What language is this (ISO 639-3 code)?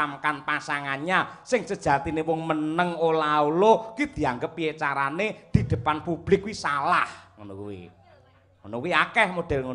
jav